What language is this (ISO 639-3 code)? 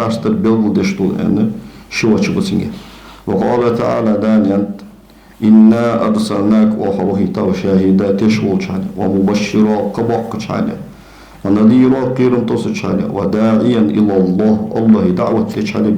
inh